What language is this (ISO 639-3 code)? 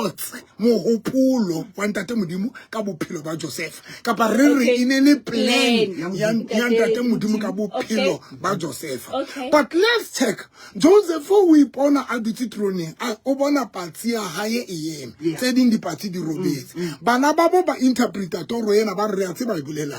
sot